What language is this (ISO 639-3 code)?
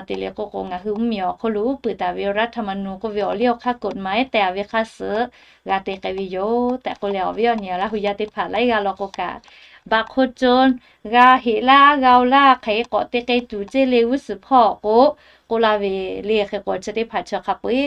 lhu